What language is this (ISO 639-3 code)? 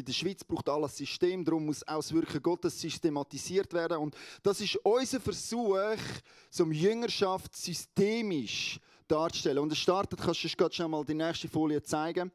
gsw